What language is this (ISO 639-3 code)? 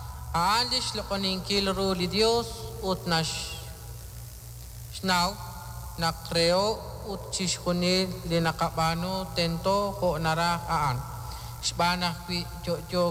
kek